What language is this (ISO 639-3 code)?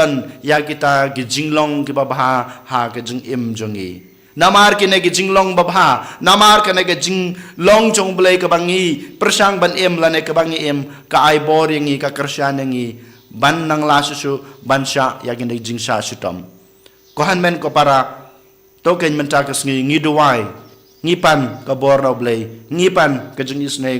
kha